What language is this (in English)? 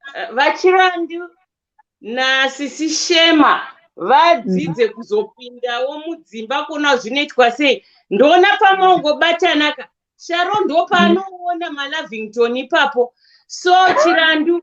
Shona